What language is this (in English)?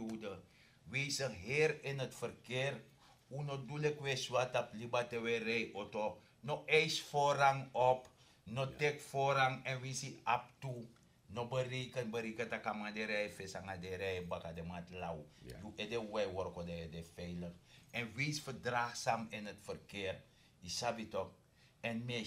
Sranan Tongo